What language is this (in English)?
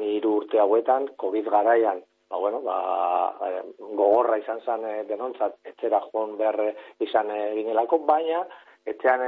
Basque